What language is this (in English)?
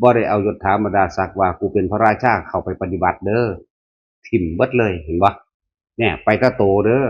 Northeastern Thai